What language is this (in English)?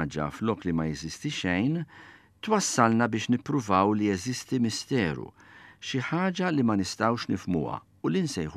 Maltese